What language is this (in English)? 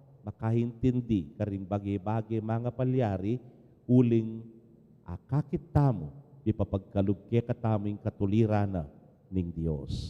Pampanga